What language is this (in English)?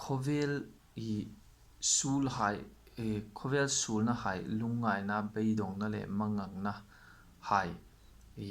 Hmar